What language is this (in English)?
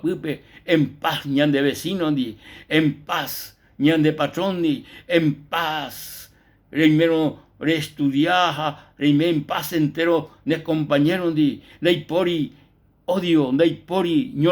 Guarani